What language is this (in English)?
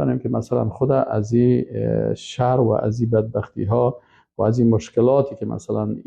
Persian